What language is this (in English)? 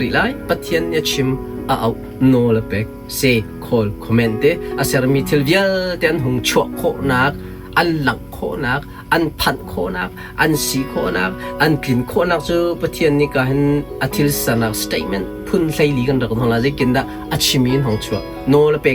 Hakha Chin